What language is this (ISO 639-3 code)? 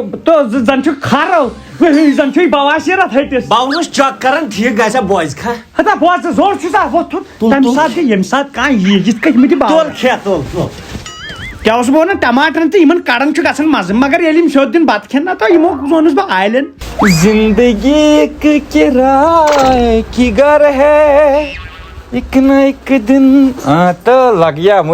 kas